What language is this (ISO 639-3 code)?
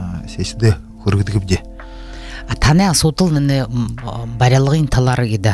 bua